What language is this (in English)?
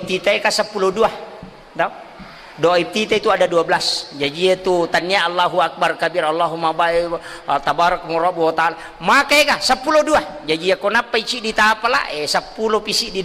Buginese